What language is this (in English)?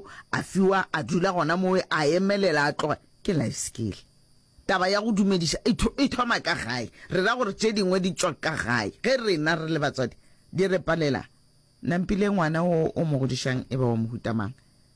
Northern Sotho